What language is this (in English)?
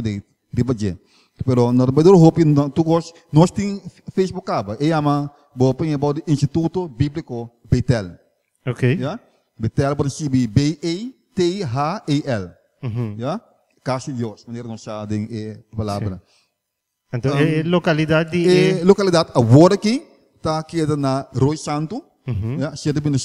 Papiamento